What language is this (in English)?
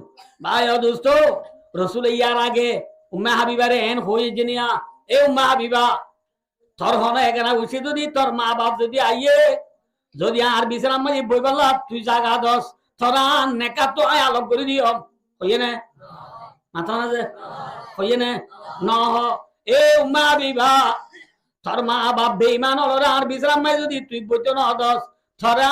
Rohingya